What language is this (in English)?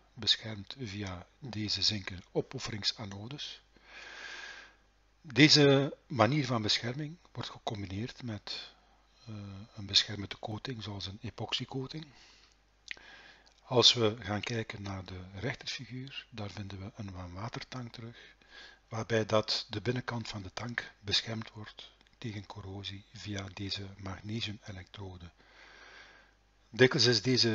Dutch